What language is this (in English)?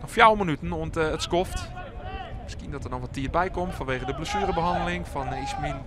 Western Frisian